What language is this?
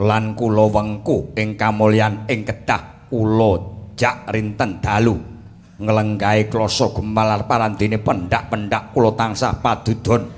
Javanese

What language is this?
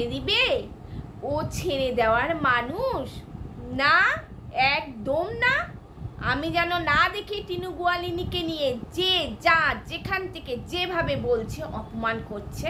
Bangla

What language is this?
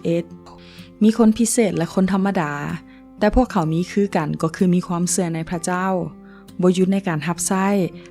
Lao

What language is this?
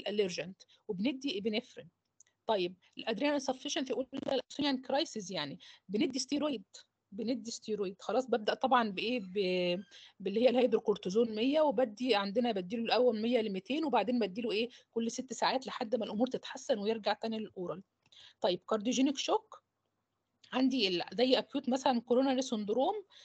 Egyptian Arabic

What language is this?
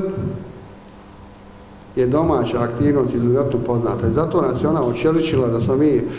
Bosnian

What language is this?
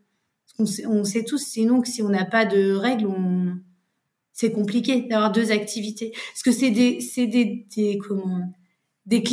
French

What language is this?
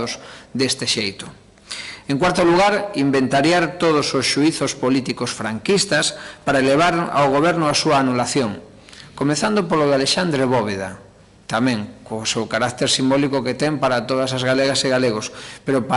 Galician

